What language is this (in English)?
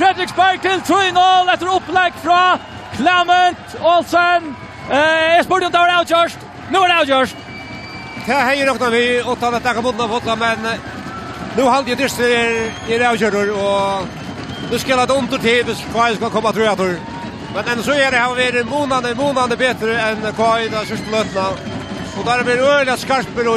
Faroese